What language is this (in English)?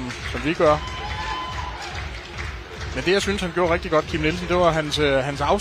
Danish